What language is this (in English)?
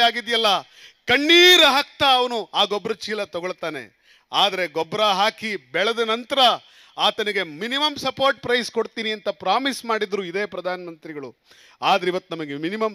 Kannada